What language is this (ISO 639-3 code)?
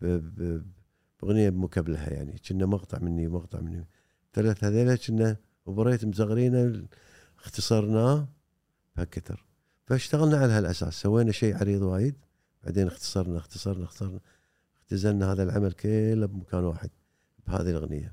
afb